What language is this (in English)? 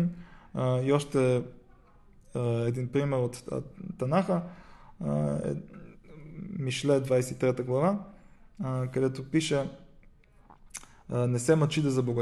Bulgarian